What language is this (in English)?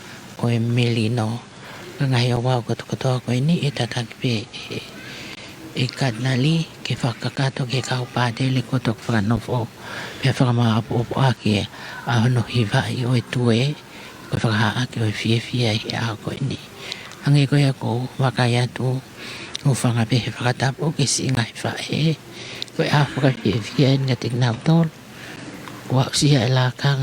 Tongan